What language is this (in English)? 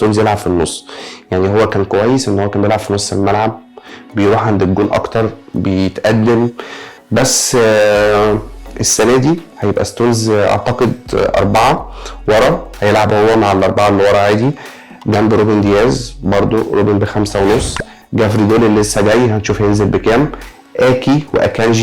Egyptian Arabic